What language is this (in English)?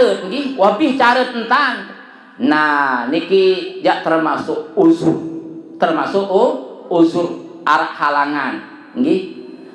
Sasak